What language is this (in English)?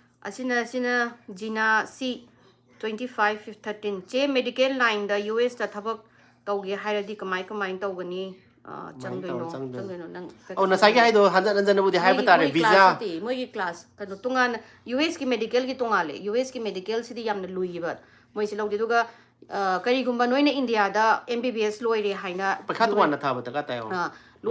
Manipuri